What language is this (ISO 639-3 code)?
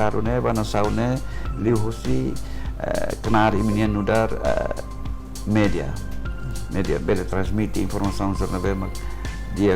tet